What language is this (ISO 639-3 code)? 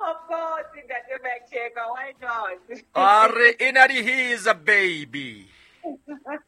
sot